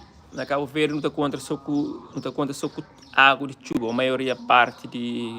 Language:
Kabuverdianu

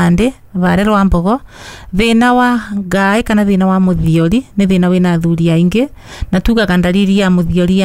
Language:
Kikuyu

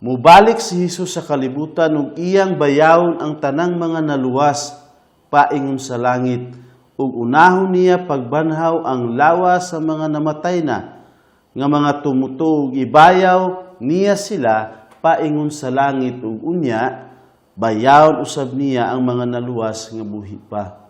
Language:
Cebuano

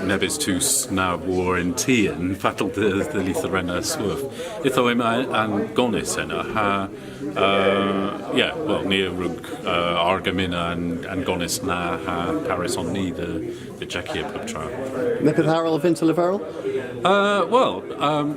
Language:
Cornish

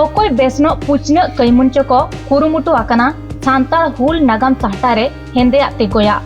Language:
Santali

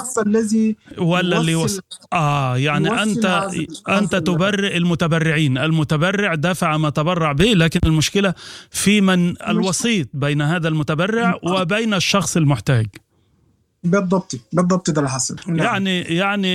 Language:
Sudanese Arabic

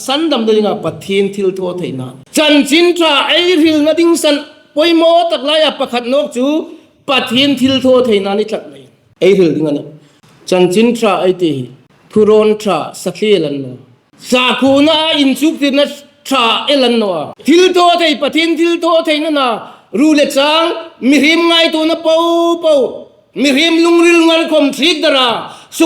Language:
Hmar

